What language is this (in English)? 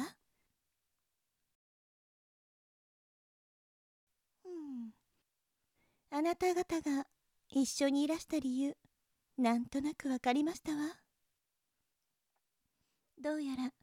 Japanese